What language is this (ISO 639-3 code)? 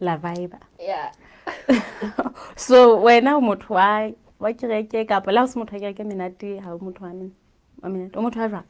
sot